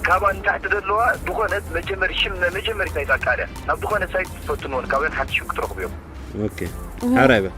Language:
Tigrinya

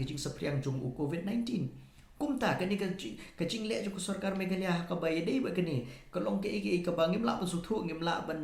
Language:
Khasi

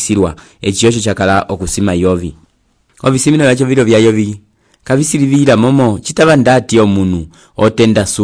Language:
Umbundu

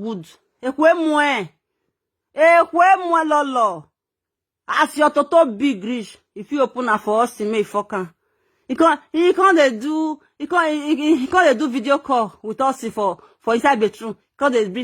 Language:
Nigerian Pidgin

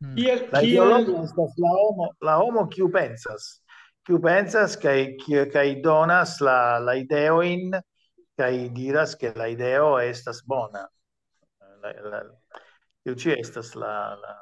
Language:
Esperanto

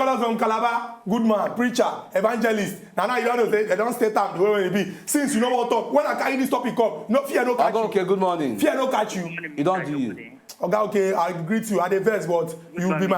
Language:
Nigerian Pidgin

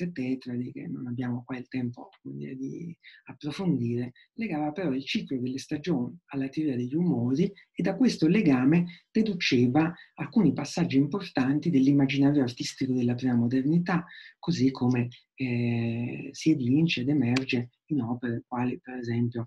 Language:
Italian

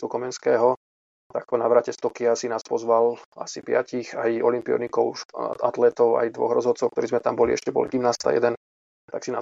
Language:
Slovak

